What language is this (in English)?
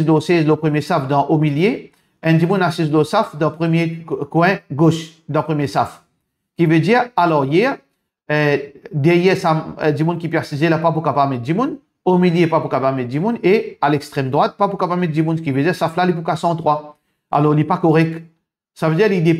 Morisyen